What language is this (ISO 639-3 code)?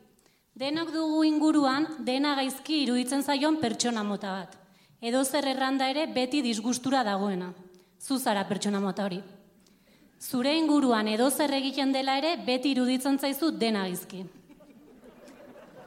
eus